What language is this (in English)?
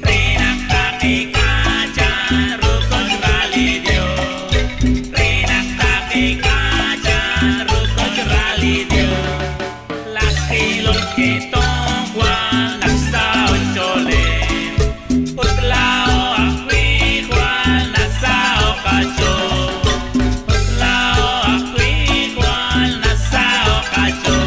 Kekchí